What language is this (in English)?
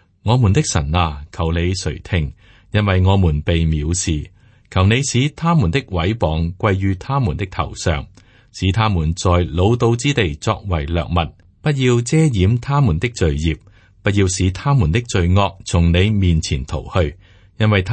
Cantonese